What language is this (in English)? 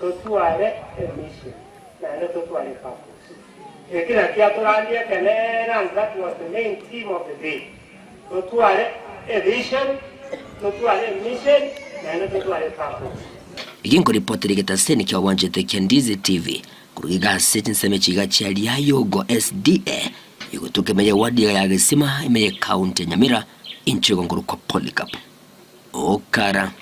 Gusii